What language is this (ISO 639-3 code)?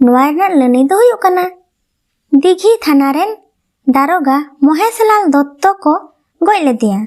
sat